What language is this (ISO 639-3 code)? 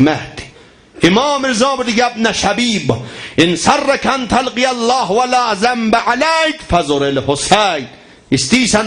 azb